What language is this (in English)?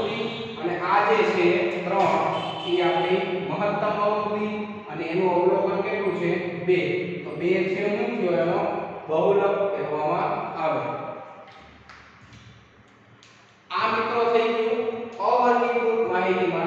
Gujarati